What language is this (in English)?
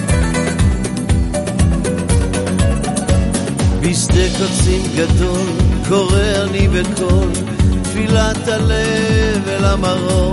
Hebrew